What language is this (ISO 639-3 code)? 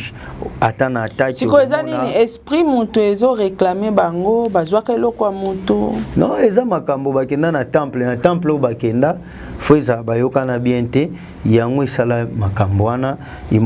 lin